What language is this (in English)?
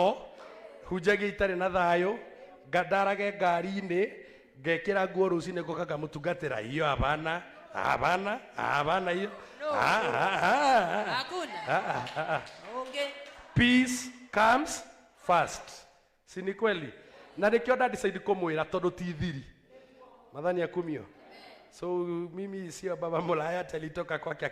Kikuyu